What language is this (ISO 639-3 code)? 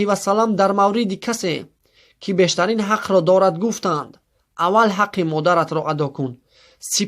tgk